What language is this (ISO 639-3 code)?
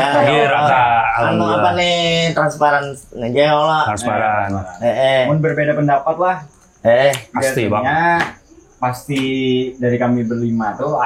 bjn